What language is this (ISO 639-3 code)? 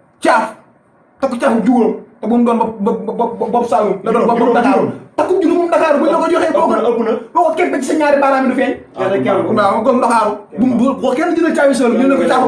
wol